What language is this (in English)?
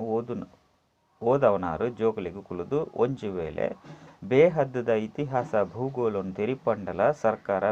Tulu